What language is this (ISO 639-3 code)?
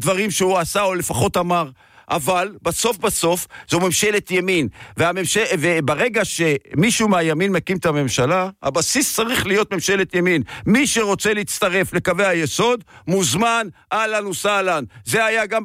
heb